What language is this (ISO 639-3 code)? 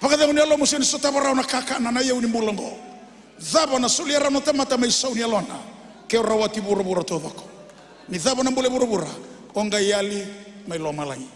fij